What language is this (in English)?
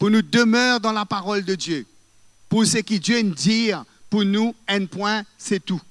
Morisyen